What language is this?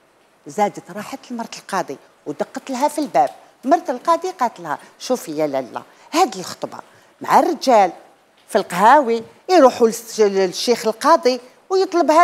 Algerian Arabic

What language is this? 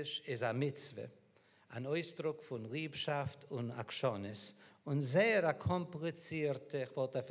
Yiddish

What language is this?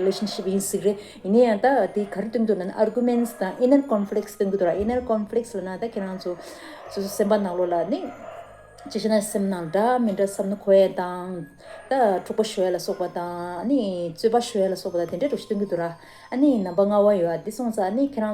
Tibetan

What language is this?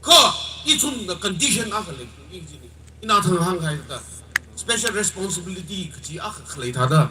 Tangkhul Naga (India)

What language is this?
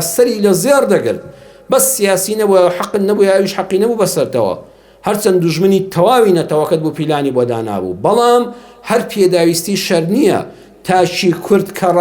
Central Kurdish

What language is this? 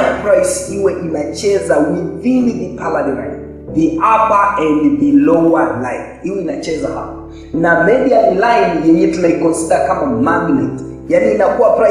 Swahili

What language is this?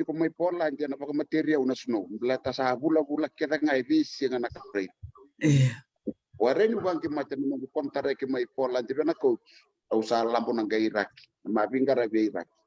Fijian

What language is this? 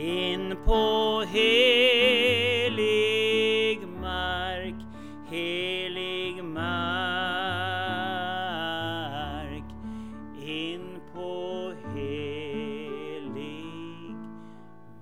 Swedish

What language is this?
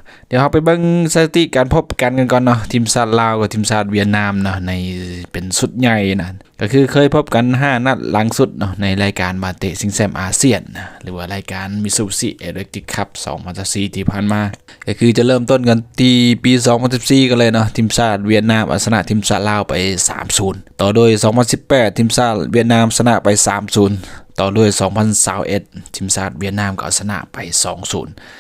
Lao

